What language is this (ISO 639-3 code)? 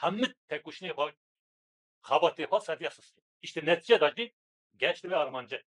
kur